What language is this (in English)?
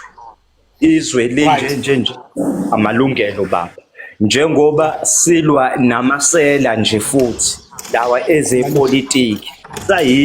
Zulu